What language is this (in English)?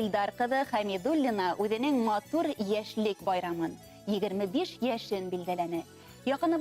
Bashkir